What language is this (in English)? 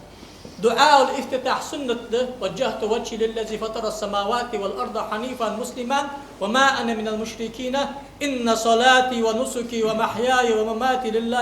Ingush